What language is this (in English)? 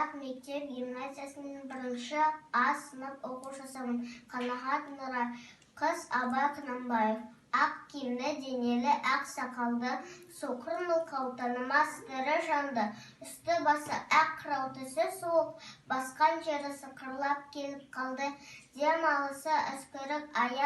Kazakh